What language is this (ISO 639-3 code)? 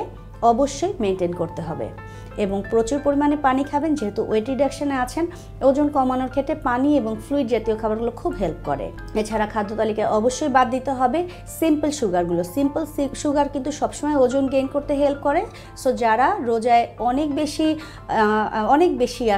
ben